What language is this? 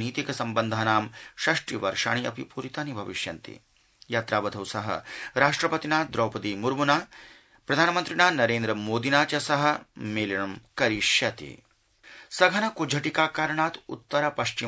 Sanskrit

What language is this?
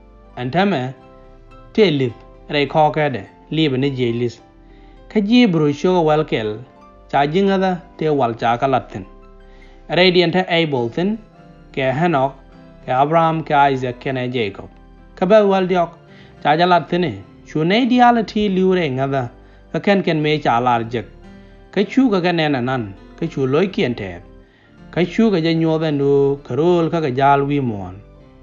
Nuer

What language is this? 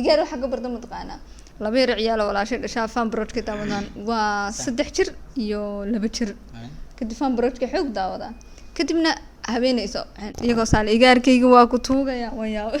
Somali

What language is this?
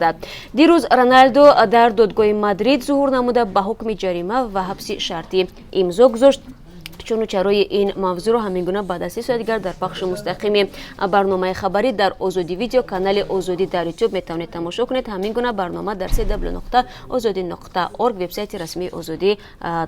Tajik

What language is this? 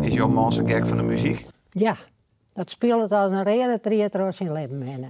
Western Frisian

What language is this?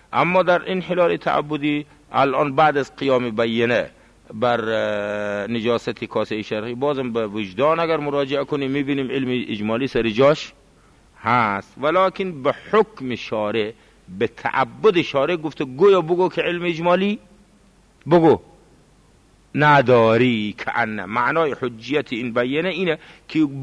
Persian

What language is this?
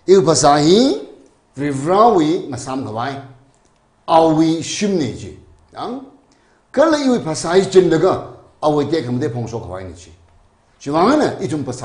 Tangkhul Naga (India)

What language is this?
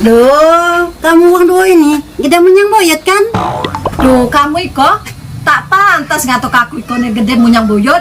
Musi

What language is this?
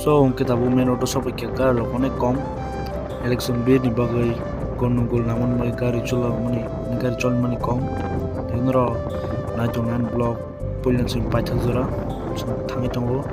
Kok Borok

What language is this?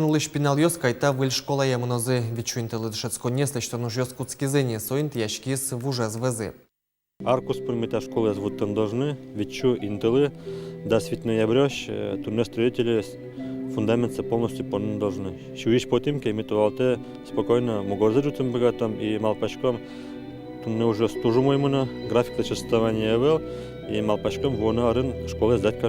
Udmurt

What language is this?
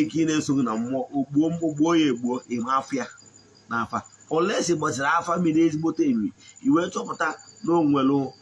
Igbo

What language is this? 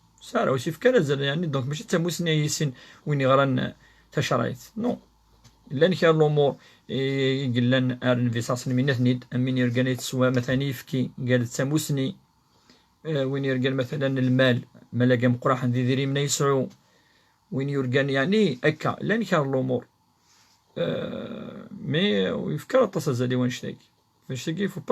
Kabyle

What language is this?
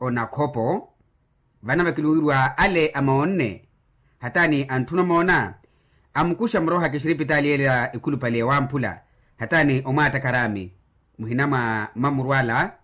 Makhuwa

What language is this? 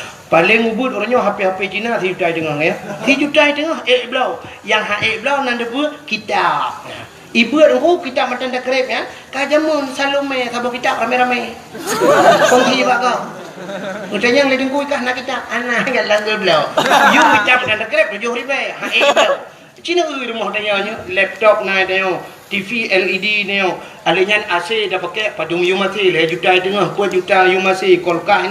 Achinese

